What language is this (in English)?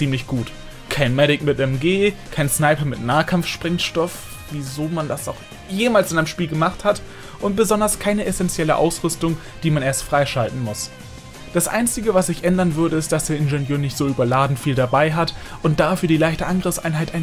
German